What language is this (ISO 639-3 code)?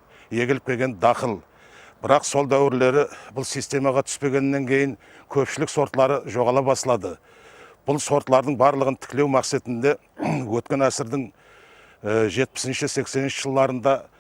kaa